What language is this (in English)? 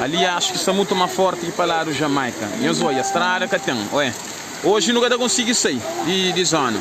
Kabuverdianu